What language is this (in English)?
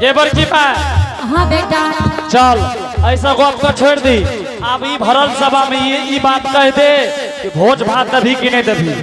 Angika